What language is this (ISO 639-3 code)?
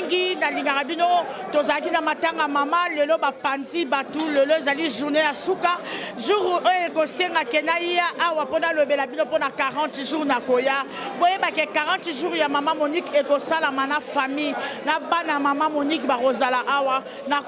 lin